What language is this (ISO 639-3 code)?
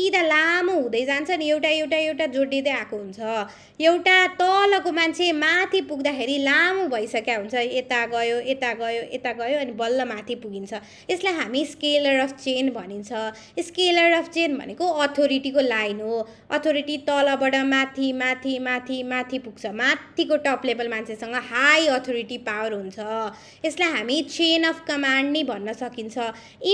nep